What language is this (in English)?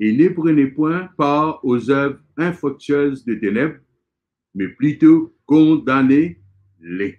Morisyen